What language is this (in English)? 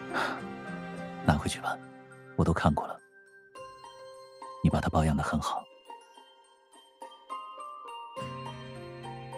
Chinese